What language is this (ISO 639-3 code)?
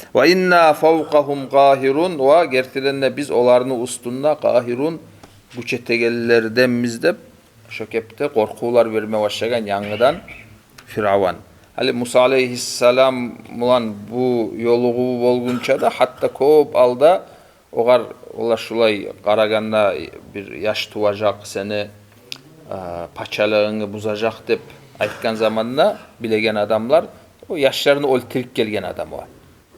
kum